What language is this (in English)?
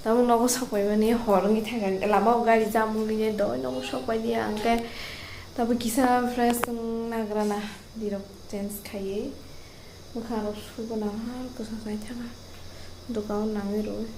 Kok Borok